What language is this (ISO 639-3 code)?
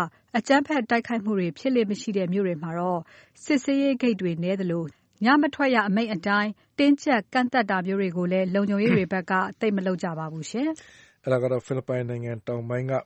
mya